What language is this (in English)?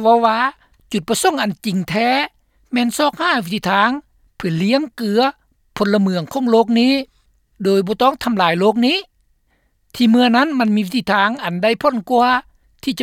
Lao